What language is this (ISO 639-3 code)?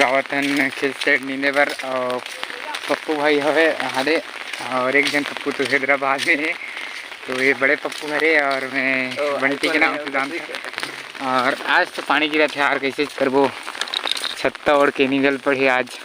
hne